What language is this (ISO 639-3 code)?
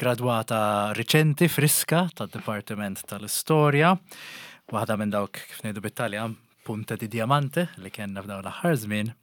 mlt